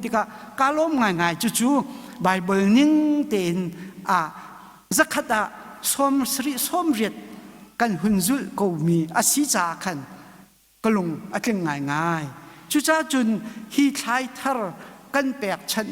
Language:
Hakha Chin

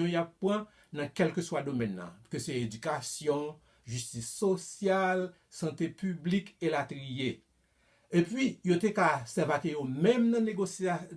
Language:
Haitian Creole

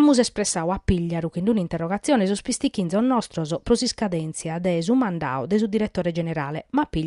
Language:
Sardinian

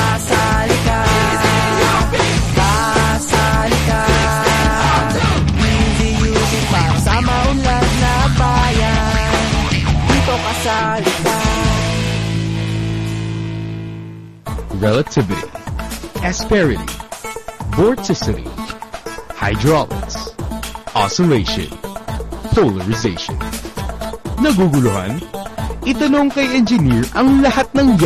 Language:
Filipino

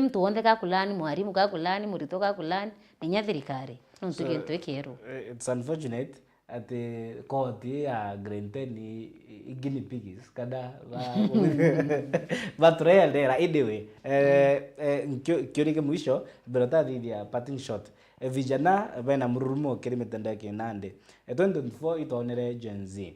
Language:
Meru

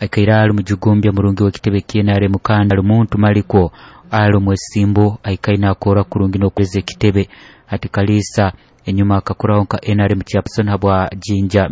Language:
Nyoro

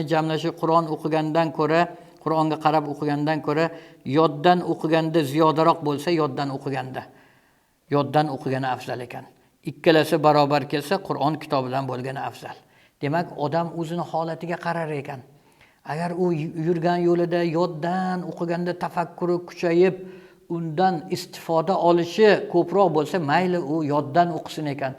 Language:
Uzbek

